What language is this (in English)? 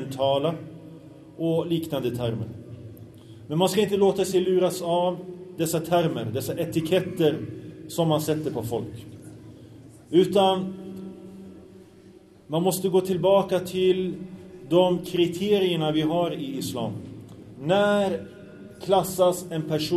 Swedish